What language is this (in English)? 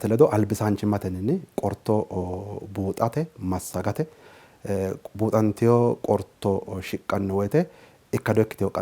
Sidamo